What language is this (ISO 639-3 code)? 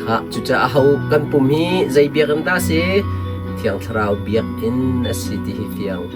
cnh